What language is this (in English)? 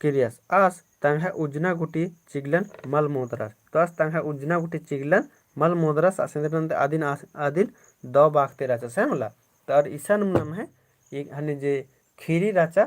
Kurukh